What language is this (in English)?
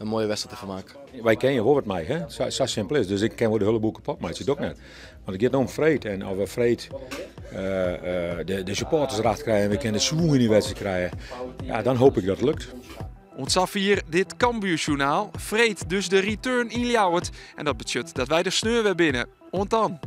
Western Frisian